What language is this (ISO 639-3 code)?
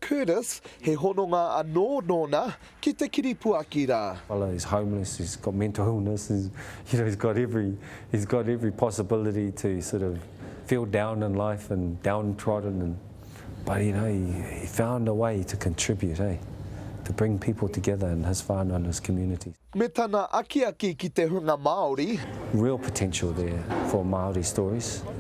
mri